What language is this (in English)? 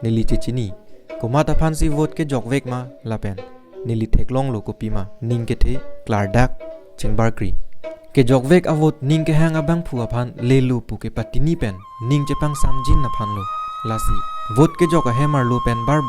Karbi